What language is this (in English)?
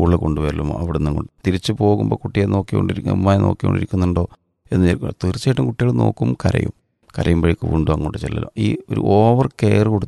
Malayalam